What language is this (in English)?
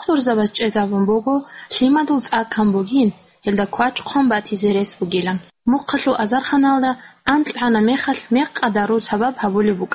Avaric